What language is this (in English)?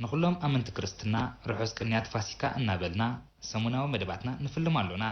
Tigrinya